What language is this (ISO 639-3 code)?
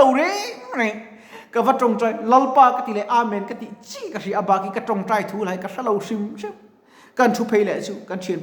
lus